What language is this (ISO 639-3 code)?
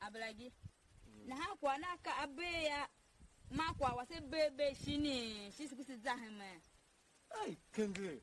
tiv